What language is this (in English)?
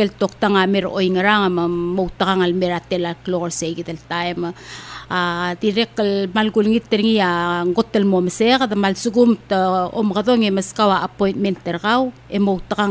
Palauan